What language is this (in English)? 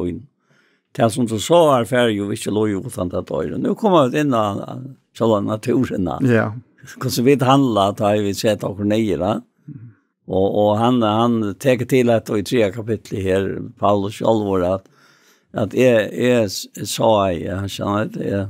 Faroese